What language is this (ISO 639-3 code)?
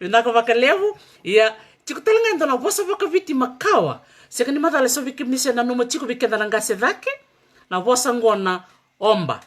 fij